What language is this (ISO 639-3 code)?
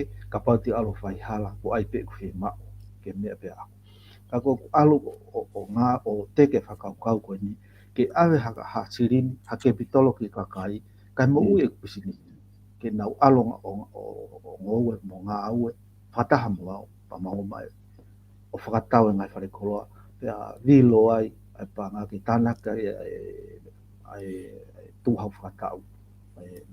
ton